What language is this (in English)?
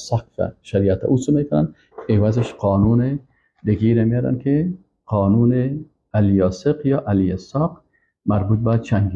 Persian